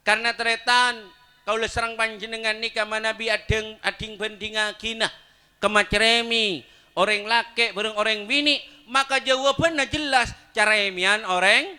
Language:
Madurese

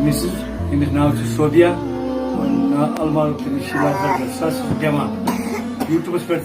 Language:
Kashmiri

